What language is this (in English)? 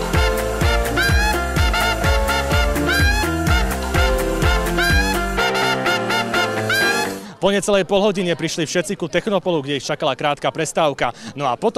Slovak